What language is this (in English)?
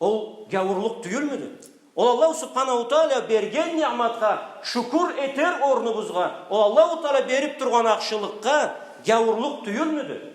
Karachay-Balkar